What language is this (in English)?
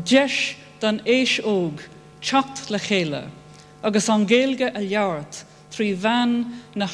Irish